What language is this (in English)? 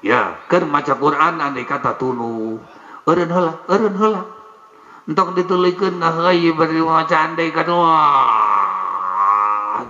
Sundanese